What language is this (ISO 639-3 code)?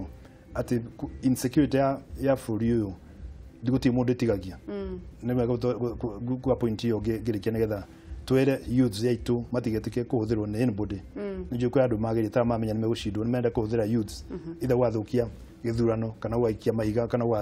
kik